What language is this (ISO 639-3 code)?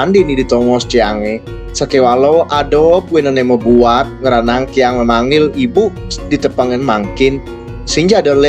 ban